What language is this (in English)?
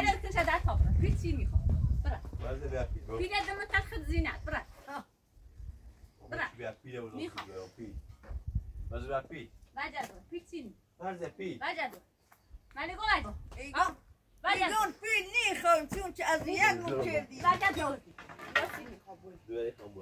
Persian